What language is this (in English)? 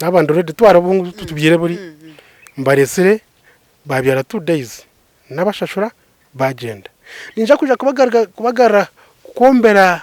Nyankole